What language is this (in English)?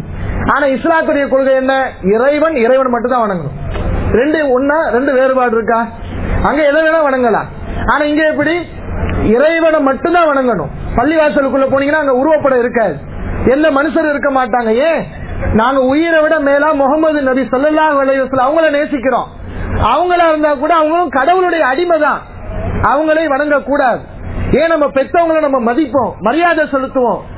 Tamil